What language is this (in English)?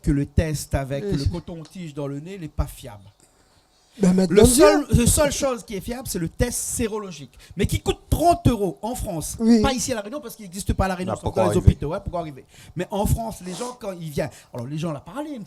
Réunion Creole French